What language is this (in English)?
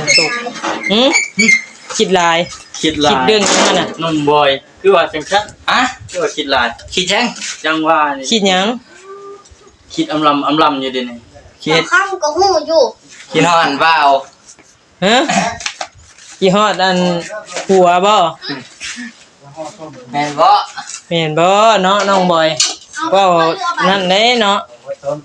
Northeastern Thai